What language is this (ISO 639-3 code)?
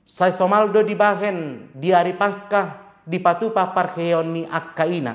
bbc